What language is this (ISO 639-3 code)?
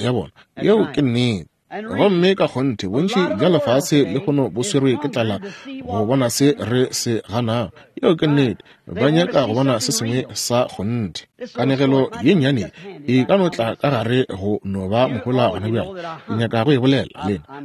nso